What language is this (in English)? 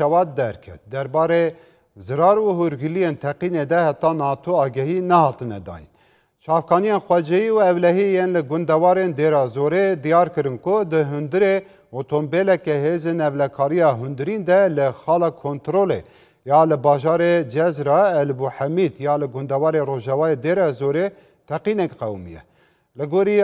Kurdish